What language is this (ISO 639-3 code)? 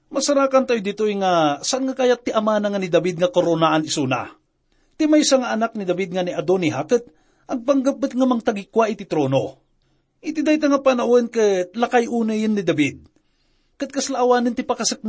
ilo